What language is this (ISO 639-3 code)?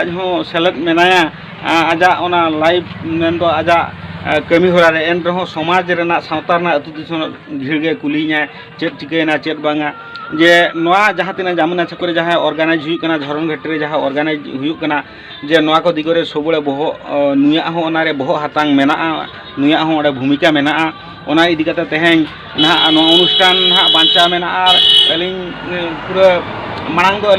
sat